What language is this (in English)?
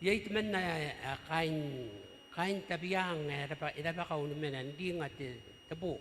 Gilbertese